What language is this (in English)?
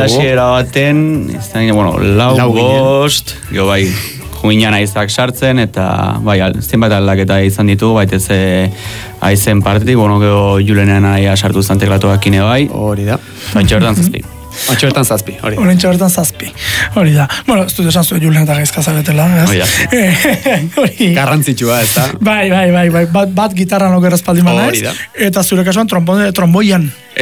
Basque